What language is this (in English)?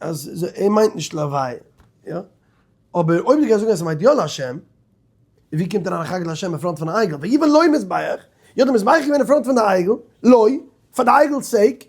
Yiddish